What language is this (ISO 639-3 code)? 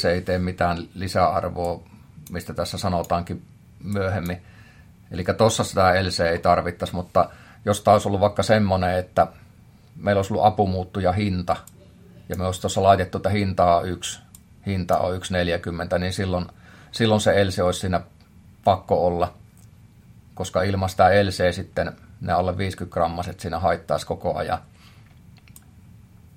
fin